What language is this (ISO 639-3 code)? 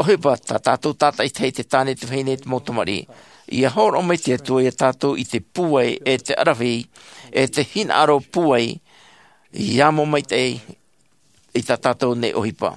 tah